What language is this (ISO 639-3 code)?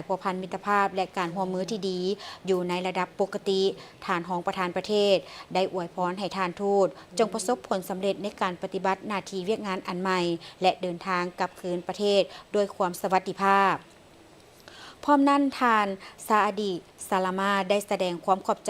lao